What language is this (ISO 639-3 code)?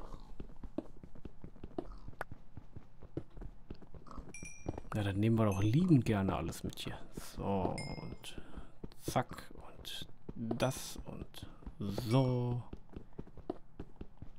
deu